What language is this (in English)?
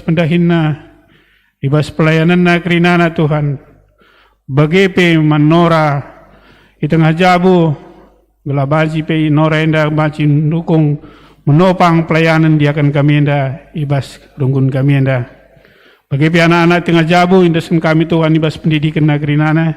Batak Karo